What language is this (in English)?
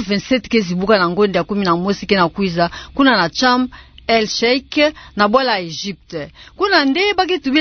Kituba (Democratic Republic of Congo)